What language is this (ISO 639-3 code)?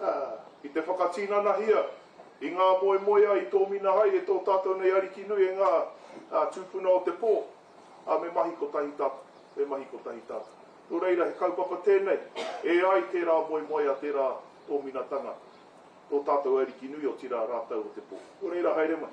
mri